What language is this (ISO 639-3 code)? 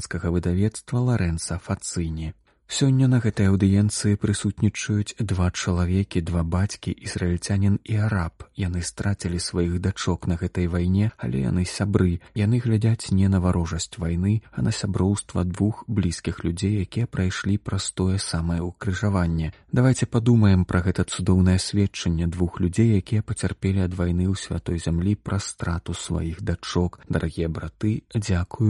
bel